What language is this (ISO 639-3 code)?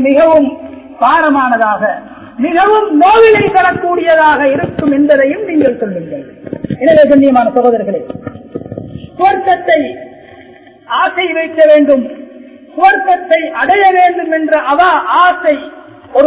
tam